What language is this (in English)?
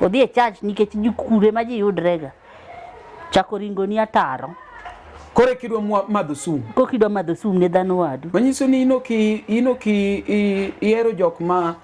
Luo (Kenya and Tanzania)